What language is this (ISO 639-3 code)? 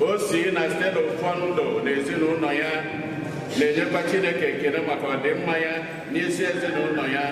ibo